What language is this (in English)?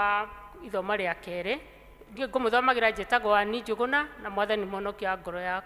Kikuyu